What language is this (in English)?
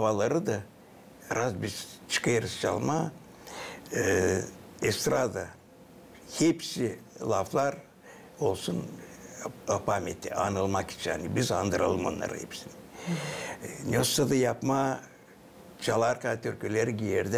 Gagauz